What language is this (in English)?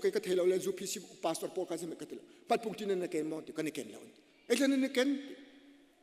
Hakha Chin